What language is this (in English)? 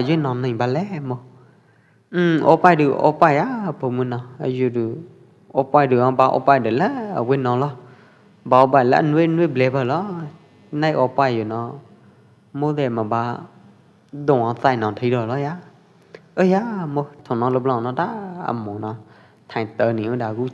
Pwo Eastern Karen